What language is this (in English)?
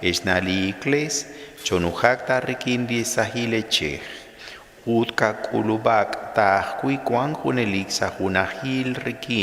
Kekchí